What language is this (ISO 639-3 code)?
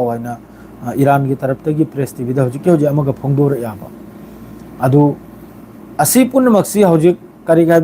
mni